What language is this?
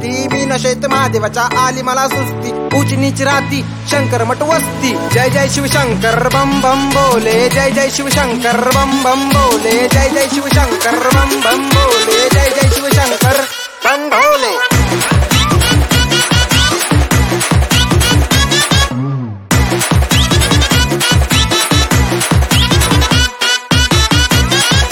Marathi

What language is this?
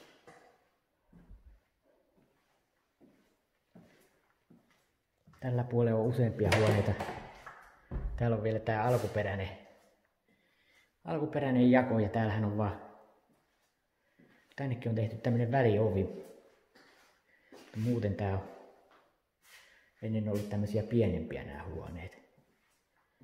Finnish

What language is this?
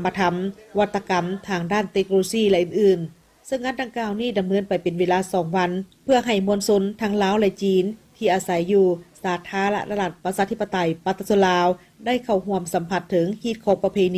Lao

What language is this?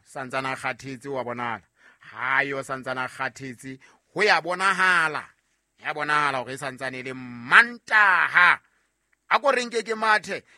Southern Sotho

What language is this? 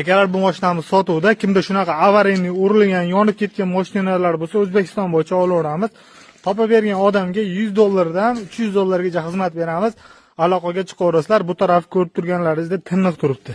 Uzbek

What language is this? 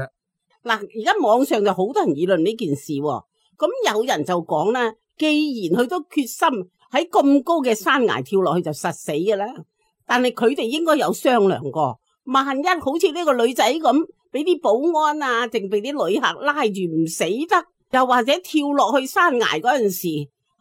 Cantonese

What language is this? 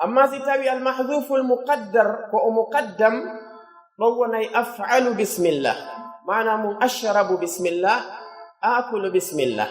Pular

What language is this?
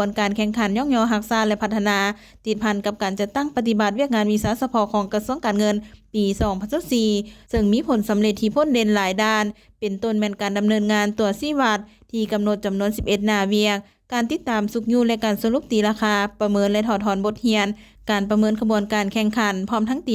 Lao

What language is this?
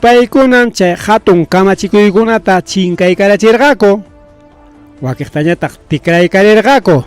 Ayacucho Quechua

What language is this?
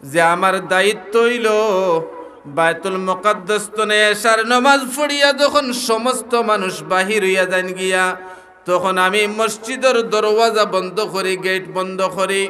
Sylheti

